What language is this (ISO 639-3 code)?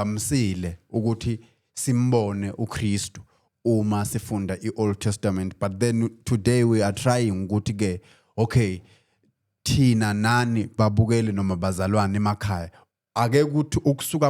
zul